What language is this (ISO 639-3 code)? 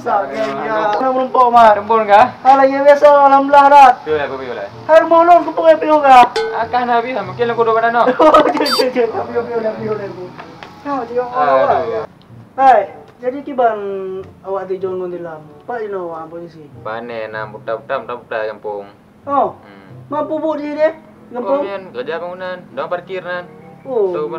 ace